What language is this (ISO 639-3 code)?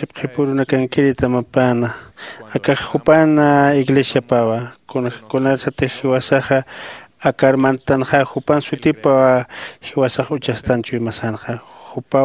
aym